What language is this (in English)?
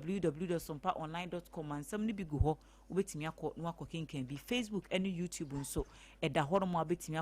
Akan